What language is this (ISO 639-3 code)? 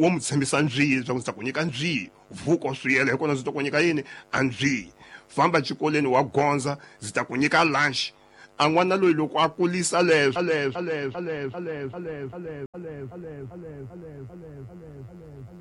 tso